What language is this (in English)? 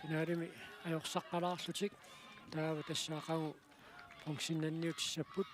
Kalaallisut